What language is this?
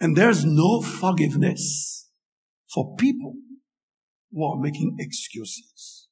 Haitian Creole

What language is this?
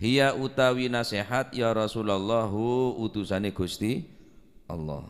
Madurese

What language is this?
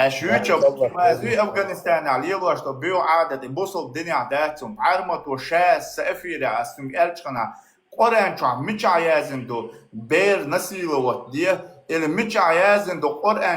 Chechen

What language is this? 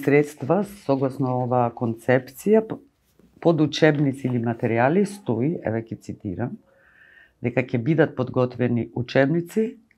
Macedonian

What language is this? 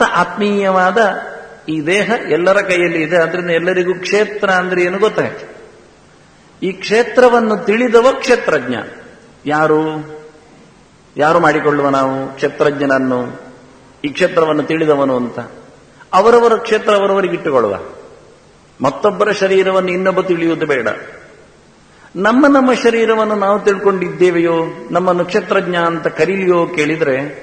Kannada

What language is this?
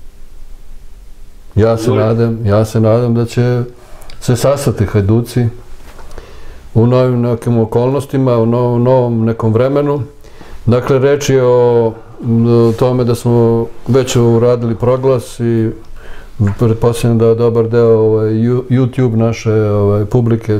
Serbian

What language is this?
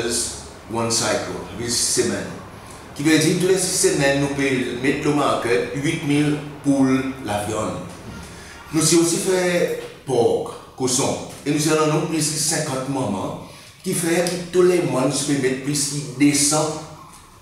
Seselwa Creole French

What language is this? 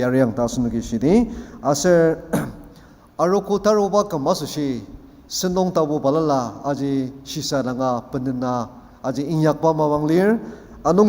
Ao Naga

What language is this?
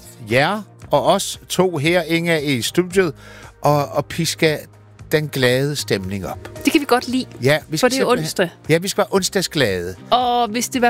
Danish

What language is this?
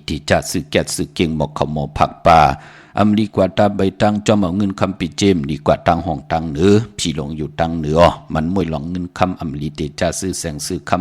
Shan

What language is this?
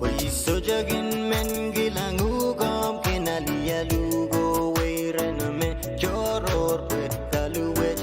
Pohnpeian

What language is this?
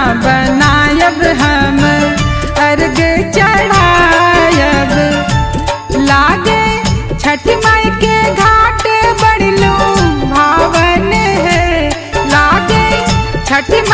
Bhojpuri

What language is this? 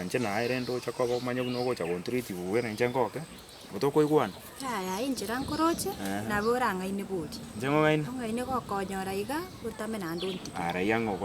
Gusii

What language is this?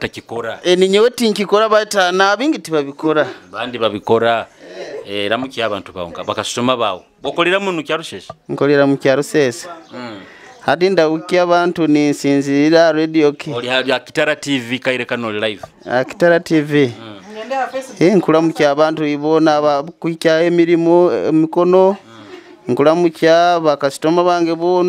Nyoro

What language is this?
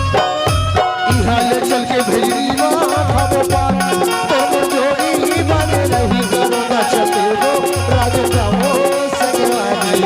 Chhattisgarhi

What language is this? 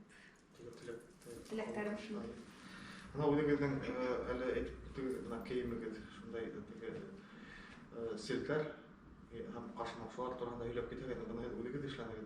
Bashkir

